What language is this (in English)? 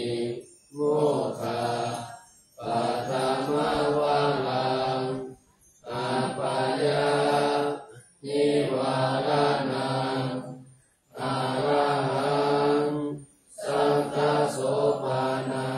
Pali